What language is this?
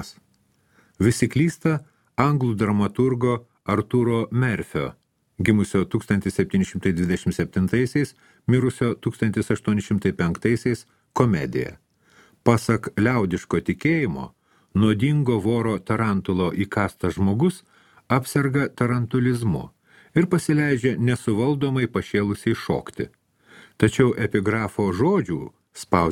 Lithuanian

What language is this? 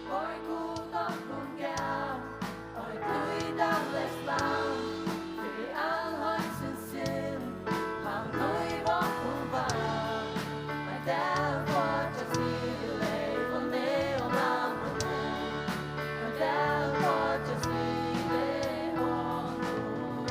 Faroese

